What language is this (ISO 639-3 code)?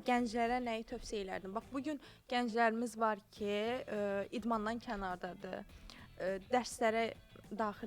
aze